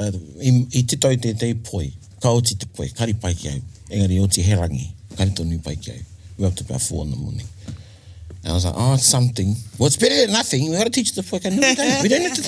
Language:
Māori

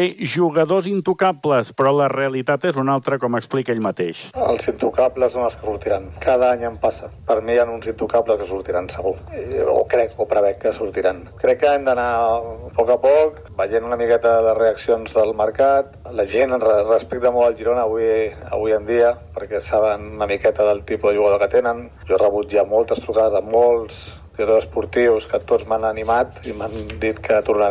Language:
Catalan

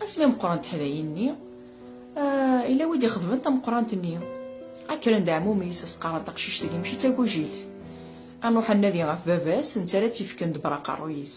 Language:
Kabyle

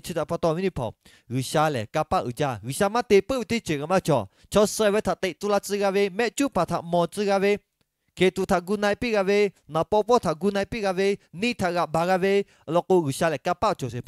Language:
Lahu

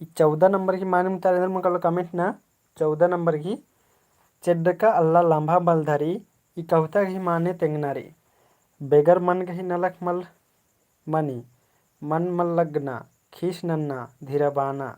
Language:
Kurukh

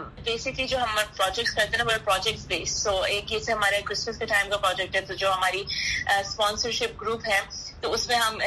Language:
Urdu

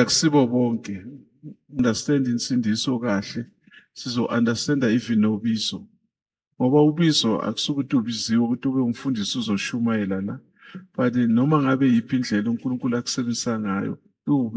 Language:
Zulu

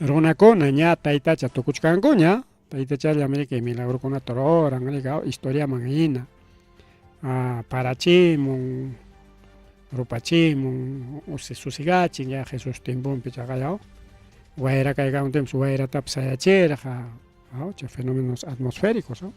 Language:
Ayacucho Quechua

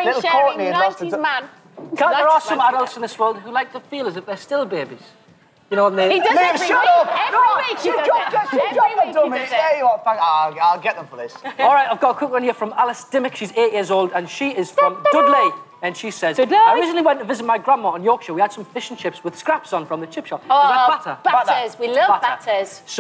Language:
English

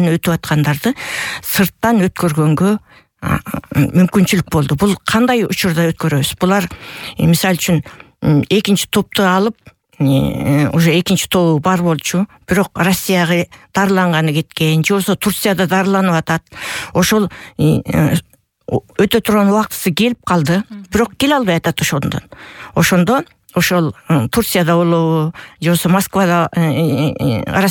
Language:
Kyrgyz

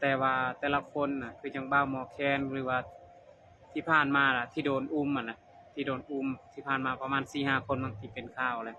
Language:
Lao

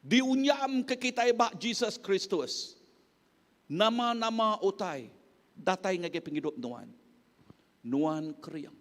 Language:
Iban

